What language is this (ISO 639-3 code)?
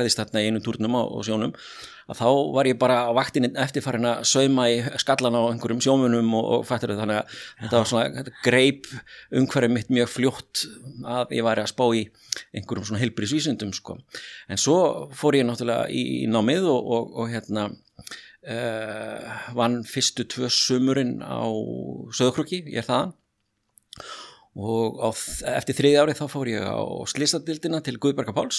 isl